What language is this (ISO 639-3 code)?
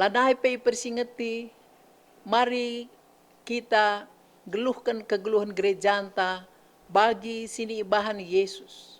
btx